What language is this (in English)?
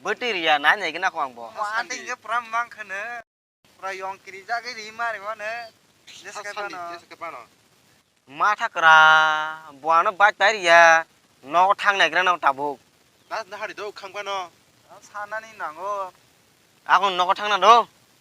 Kok Borok